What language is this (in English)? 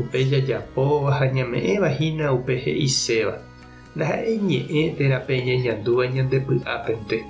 Guarani